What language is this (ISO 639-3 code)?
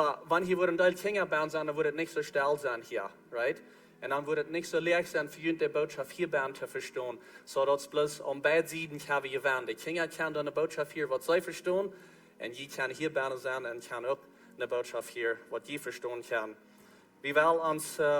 pdt